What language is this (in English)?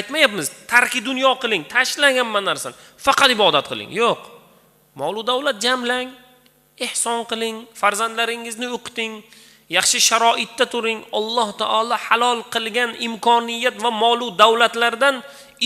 Uzbek